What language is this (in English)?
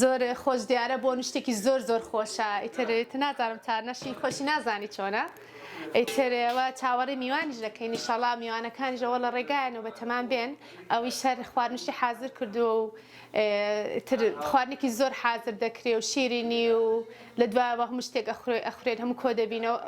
Central Kurdish